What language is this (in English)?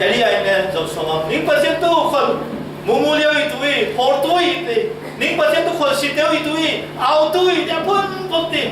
Falam Chin